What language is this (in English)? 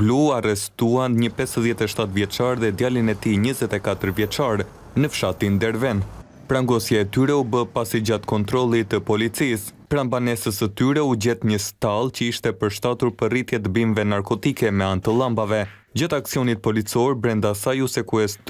Albanian